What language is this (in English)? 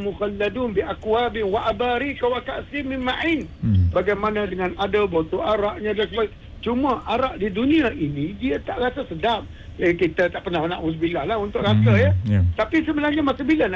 Malay